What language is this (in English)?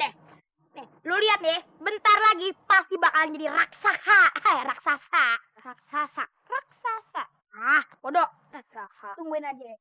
Betawi